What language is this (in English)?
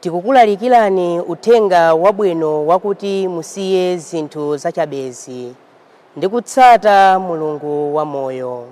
Nyanja